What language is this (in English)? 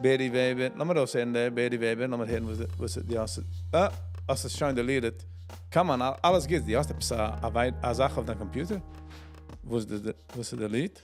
Yiddish